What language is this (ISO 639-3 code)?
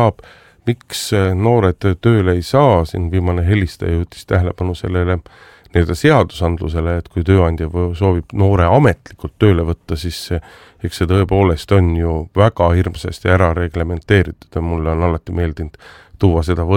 est